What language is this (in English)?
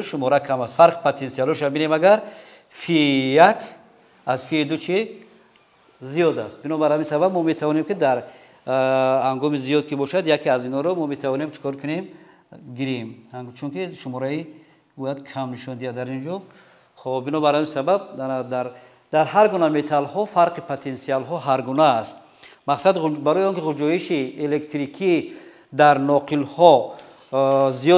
Tajik